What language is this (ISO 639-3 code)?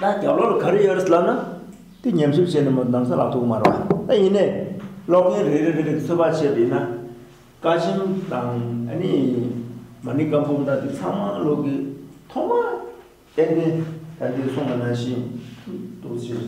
bod